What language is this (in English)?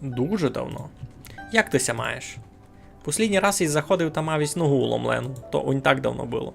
Rusyn